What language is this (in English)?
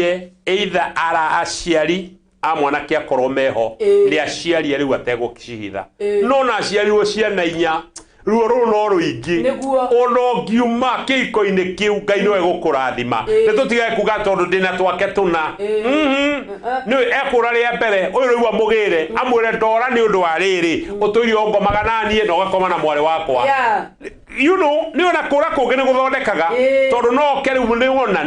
Kikuyu